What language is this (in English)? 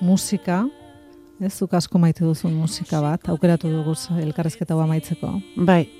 Basque